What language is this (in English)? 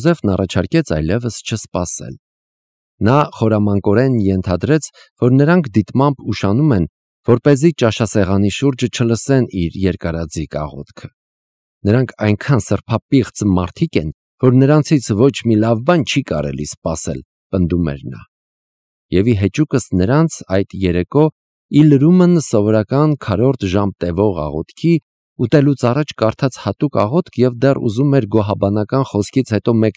Armenian